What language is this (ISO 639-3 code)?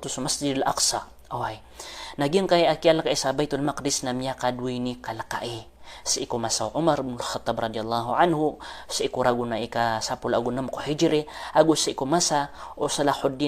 mrw